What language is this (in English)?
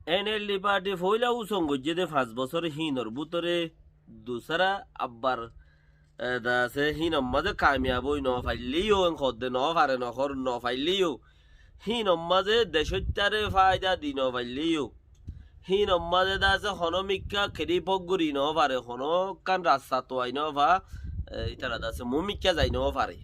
Rohingya